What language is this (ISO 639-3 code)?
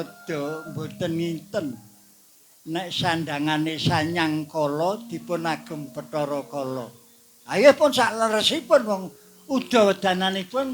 jav